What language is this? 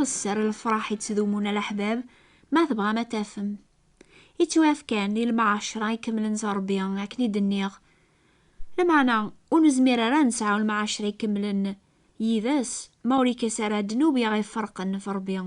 Kabyle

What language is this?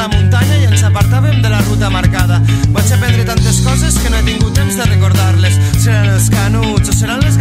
Catalan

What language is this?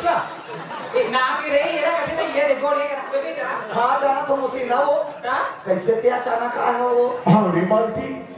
Chhattisgarhi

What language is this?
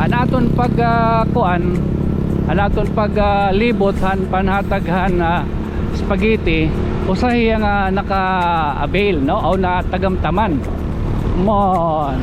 Waray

